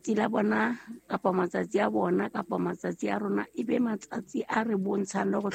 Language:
Southern Sotho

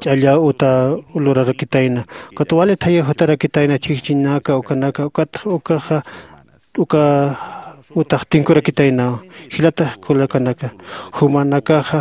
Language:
Aymara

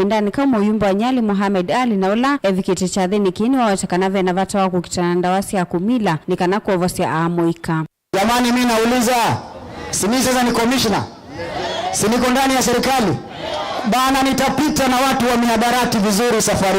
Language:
Kamba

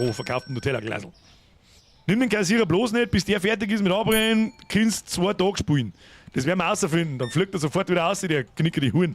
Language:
Bavarian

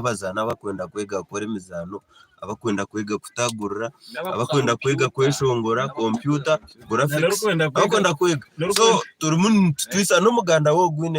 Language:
Nyankole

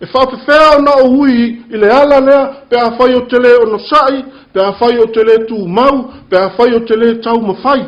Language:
Samoan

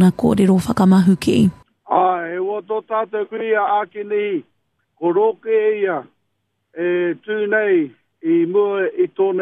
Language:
Māori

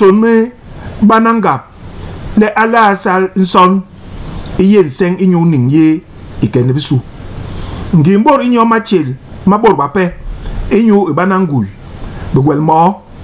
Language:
Basaa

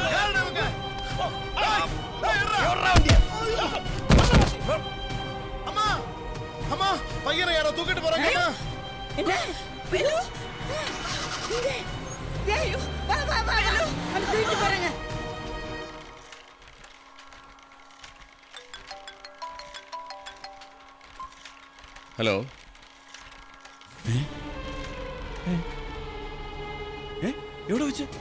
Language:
Malayalam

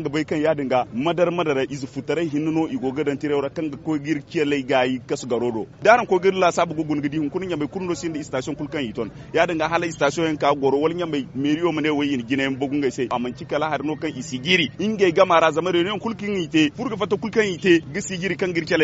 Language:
Zarma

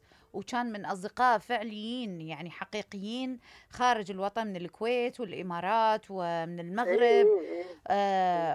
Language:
Mesopotamian Arabic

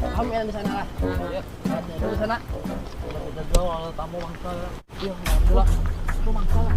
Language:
Banjar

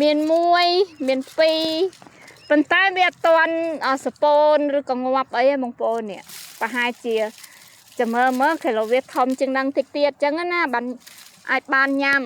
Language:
Khmer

